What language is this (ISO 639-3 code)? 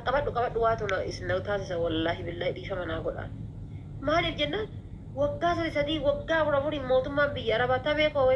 orm